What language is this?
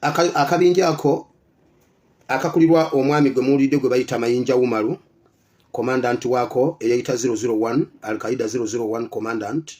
Ganda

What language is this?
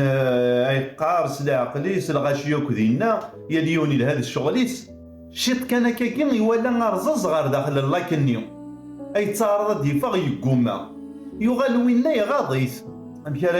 Kabyle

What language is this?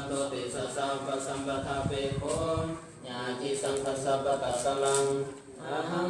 Pali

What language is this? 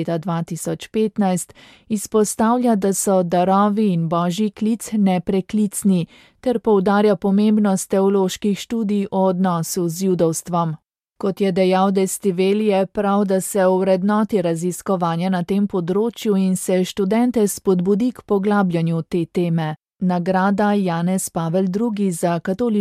Slovenian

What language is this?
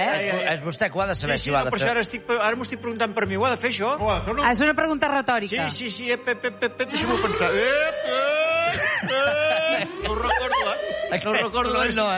Catalan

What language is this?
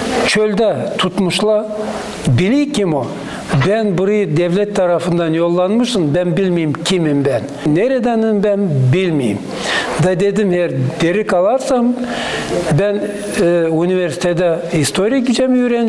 Gagauz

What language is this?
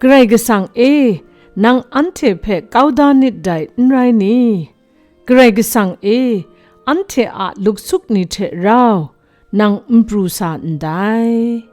Kachin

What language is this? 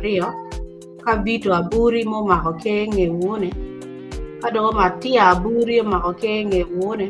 Acoli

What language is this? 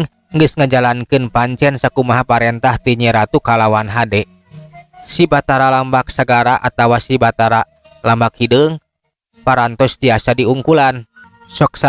Sundanese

